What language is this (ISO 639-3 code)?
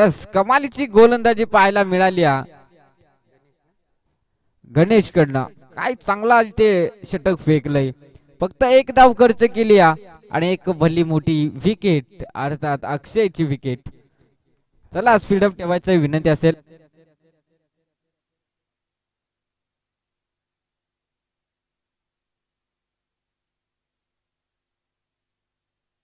mar